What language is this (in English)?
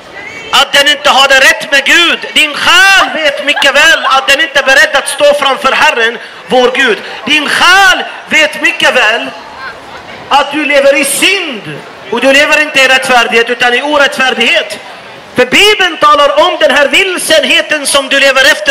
Swedish